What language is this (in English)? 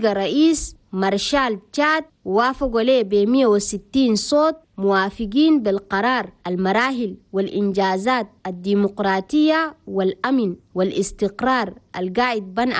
Chadian Arabic